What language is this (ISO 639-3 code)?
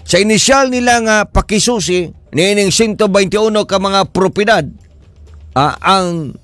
ceb